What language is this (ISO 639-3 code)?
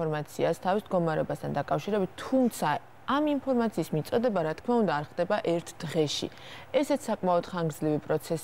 kat